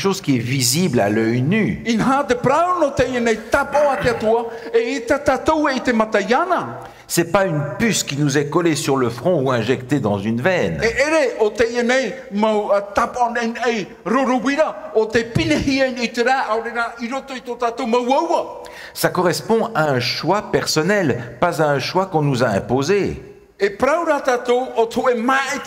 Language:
Tahitian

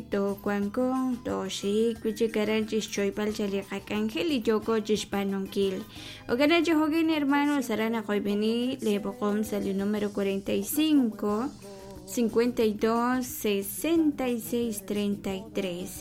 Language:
Kekchí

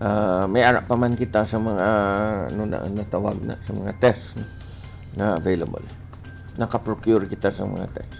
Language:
Hiligaynon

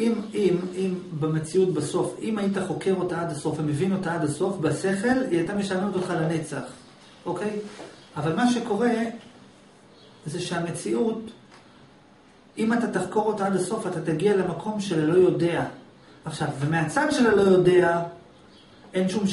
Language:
Hebrew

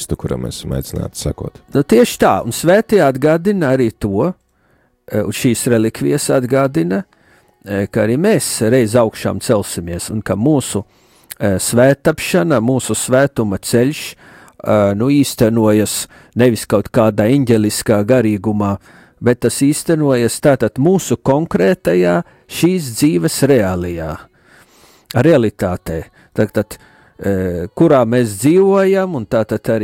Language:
Latvian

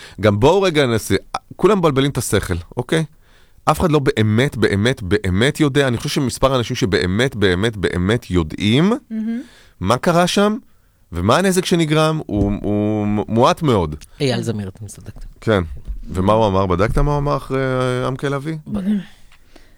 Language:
Hebrew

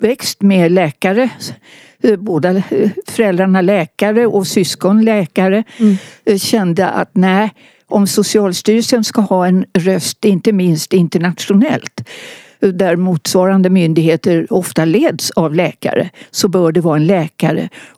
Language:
Swedish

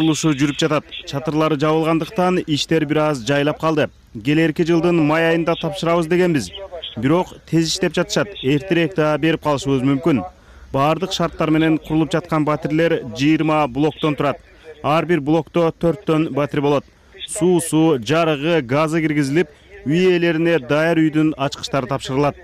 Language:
Kyrgyz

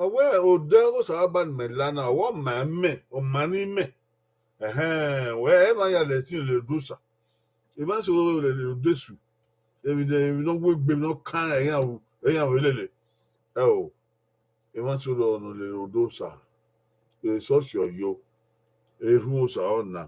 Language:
Bini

